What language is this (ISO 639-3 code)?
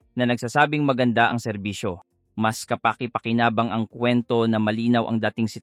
fil